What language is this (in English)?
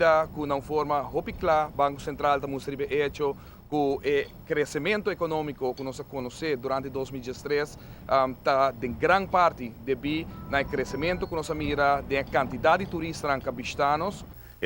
Papiamento